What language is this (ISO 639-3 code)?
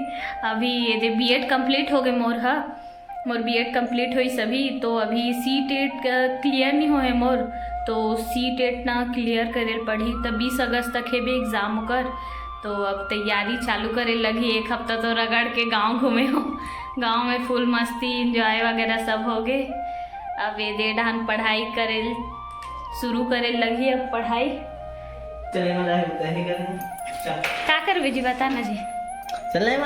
hne